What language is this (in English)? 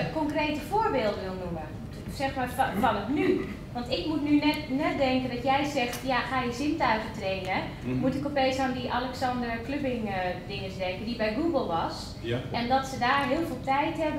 Dutch